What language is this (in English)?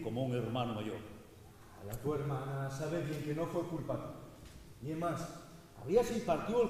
Asturian